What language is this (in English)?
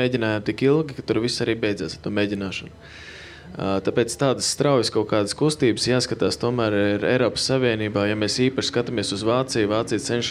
Latvian